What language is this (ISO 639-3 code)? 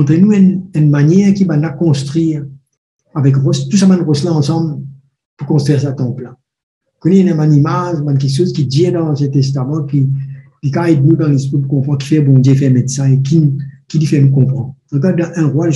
mfe